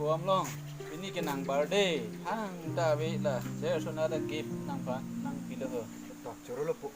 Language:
Karbi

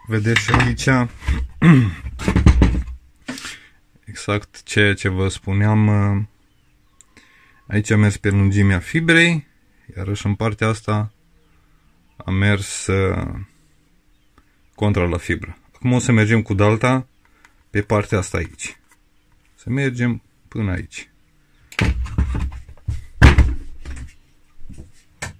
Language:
Romanian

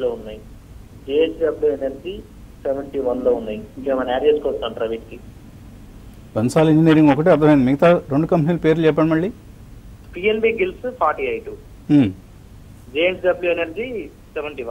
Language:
Telugu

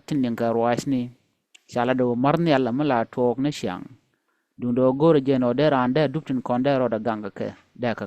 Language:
Nuer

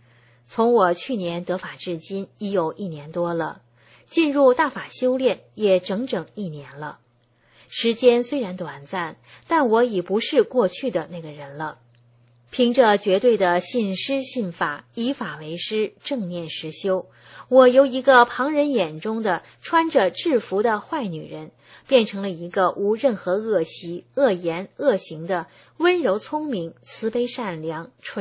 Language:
Chinese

